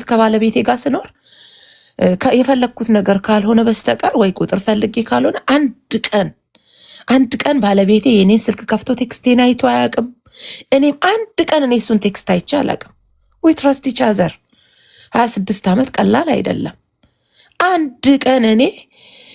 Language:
Amharic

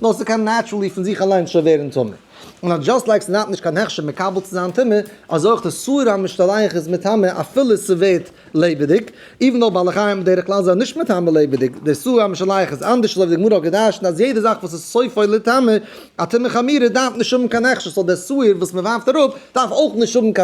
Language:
Yiddish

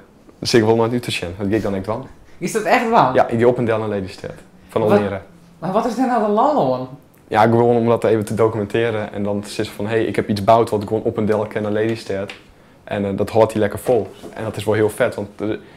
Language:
Western Frisian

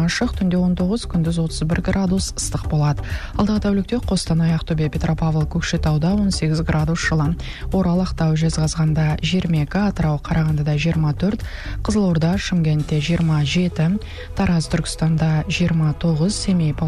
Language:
Kazakh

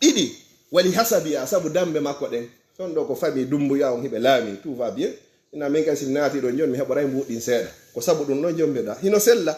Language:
Fula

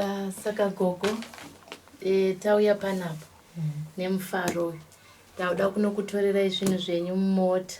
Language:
Shona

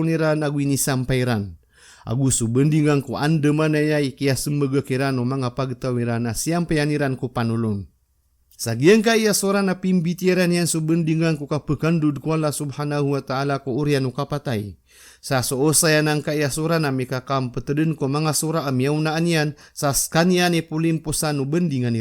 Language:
Maranao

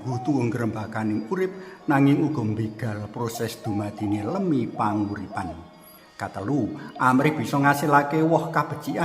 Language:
Javanese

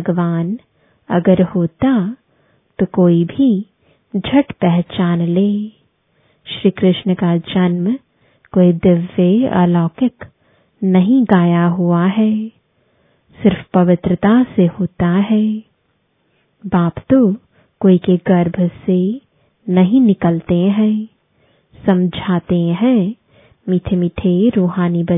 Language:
Hindi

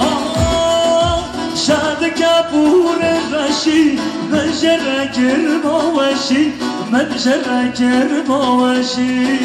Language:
Kurdish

